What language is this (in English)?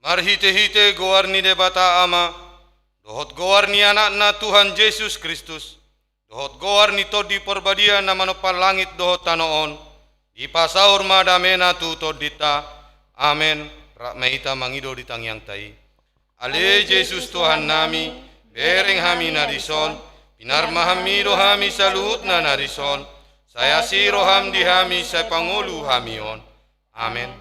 Batak Toba